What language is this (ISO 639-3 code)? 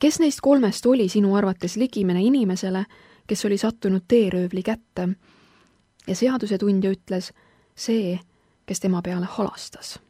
est